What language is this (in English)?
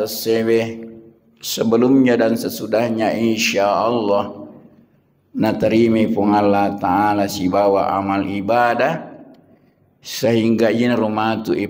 Buginese